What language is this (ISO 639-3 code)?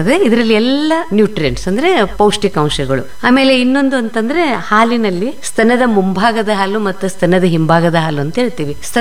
kan